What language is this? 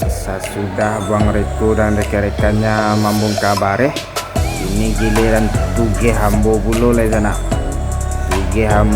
Minangkabau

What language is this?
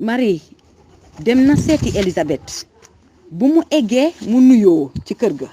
Wolof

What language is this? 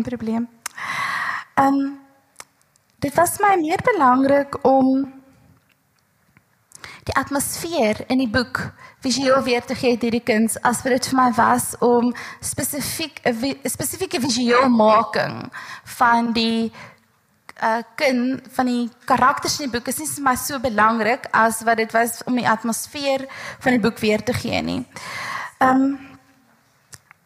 Afrikaans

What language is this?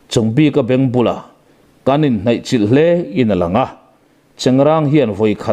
Mizo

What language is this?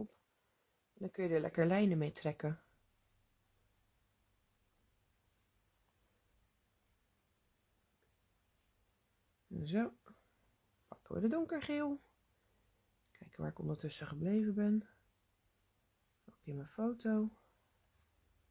Dutch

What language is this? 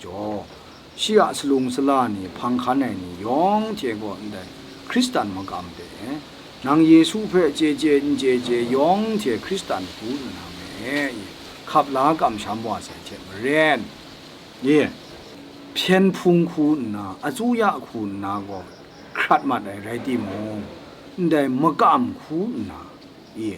Kachin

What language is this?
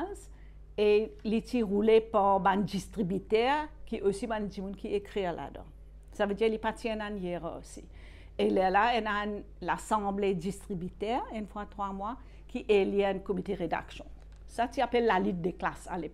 Morisyen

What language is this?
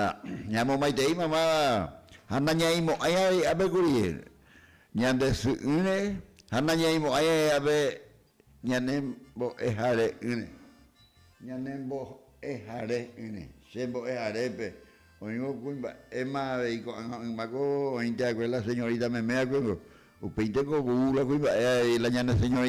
Guarani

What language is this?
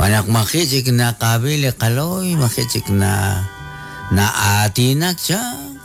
Kekchí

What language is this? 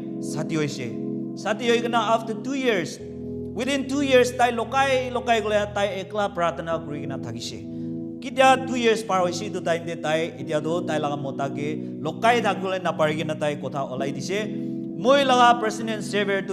Naga Pidgin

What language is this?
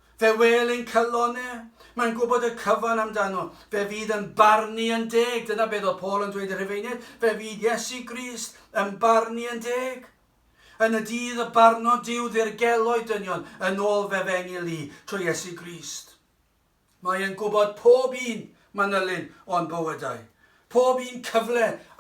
Welsh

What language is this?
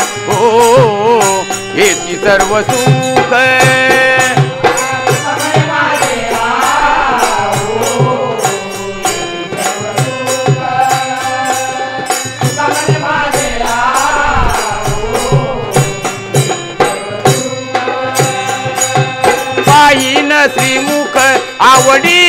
Marathi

